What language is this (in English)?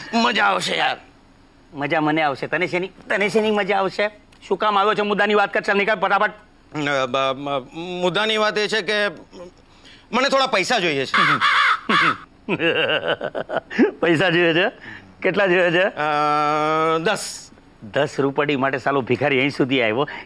Gujarati